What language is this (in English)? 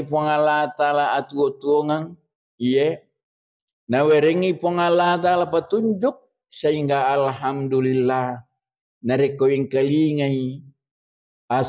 Buginese